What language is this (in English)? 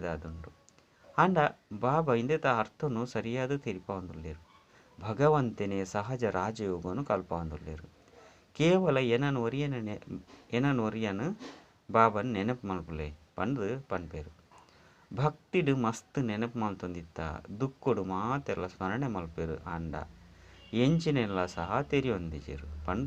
Tulu